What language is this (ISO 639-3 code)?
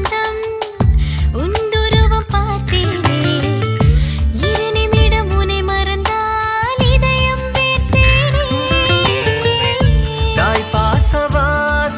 tam